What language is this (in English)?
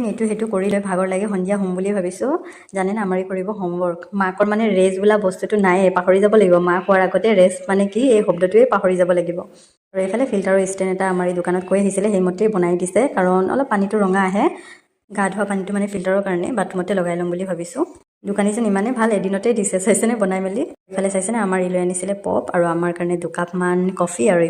Assamese